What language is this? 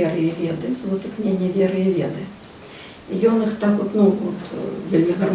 Belarusian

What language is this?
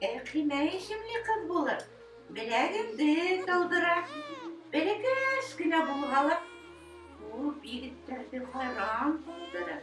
Bashkir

